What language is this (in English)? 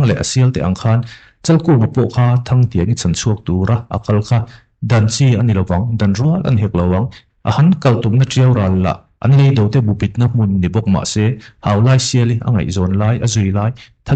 Mizo